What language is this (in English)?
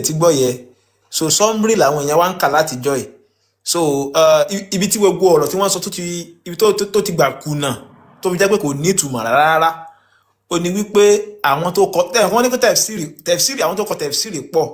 Yoruba